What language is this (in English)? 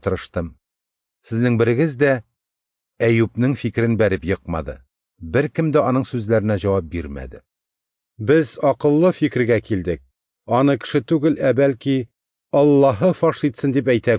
Tatar